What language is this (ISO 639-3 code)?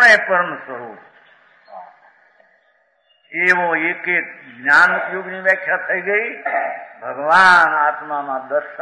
guj